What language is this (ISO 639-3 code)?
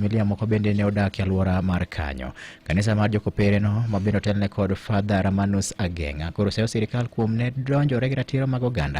luo